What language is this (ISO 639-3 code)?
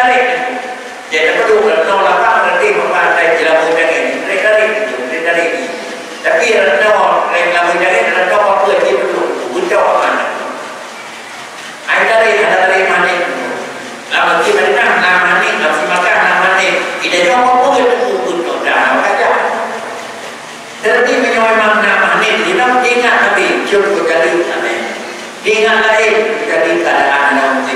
msa